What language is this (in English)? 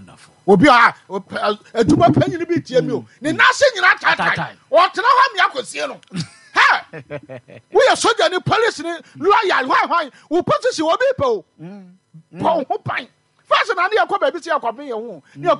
Akan